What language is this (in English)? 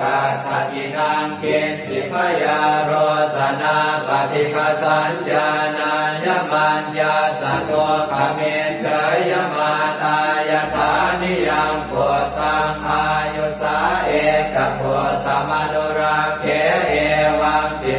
Pali